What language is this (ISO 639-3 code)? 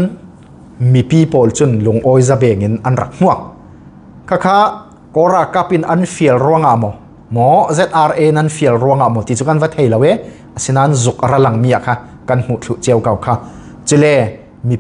cfm